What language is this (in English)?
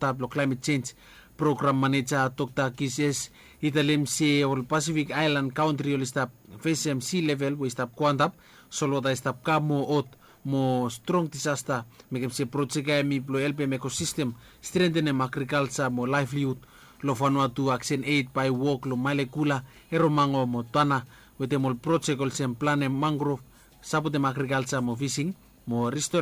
Bislama